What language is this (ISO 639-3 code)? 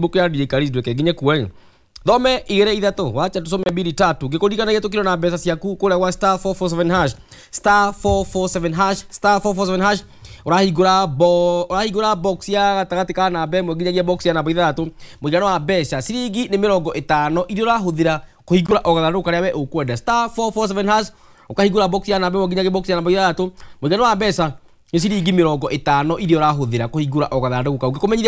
kik